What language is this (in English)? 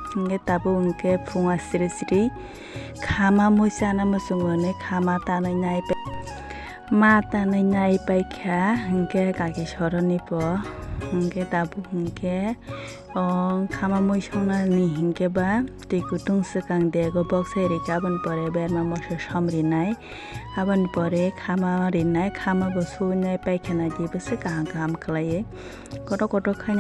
Kok Borok